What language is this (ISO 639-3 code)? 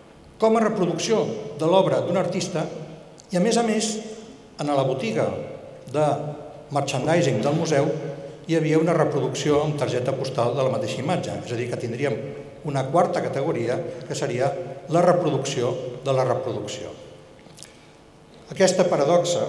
cat